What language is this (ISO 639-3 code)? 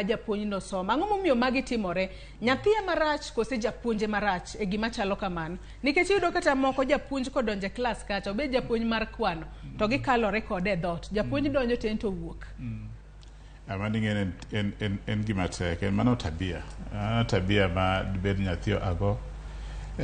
luo